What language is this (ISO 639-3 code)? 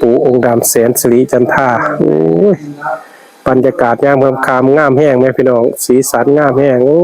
tts